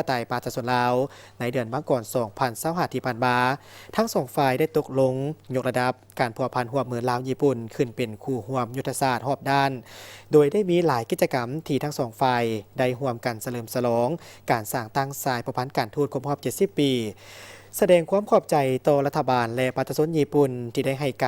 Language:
Lao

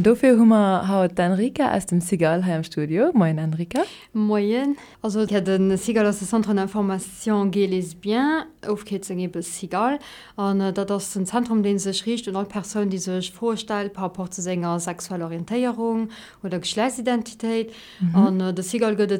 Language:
Luxembourgish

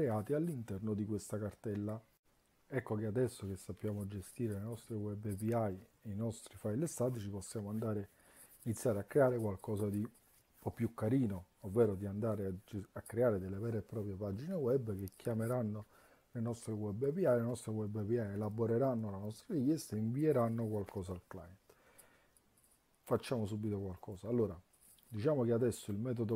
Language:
Italian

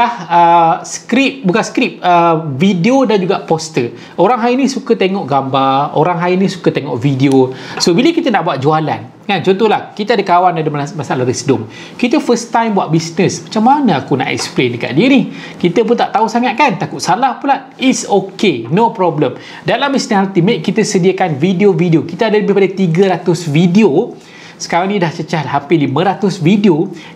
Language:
Malay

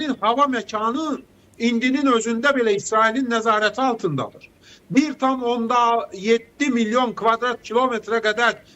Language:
Azerbaijani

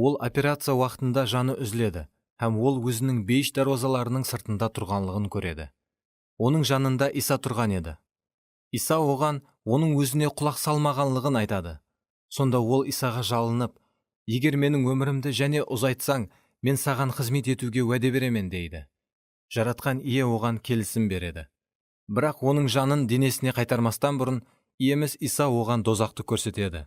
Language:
Kara-Kalpak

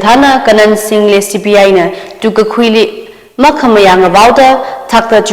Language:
Tangkhul Naga (India)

